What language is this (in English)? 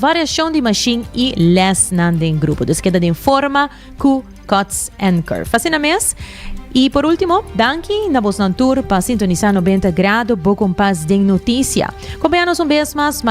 Papiamento